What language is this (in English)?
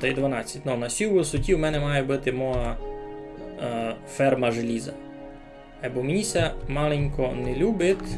Rusyn